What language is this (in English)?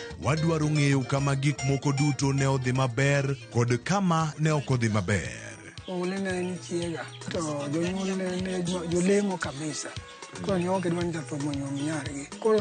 Luo (Kenya and Tanzania)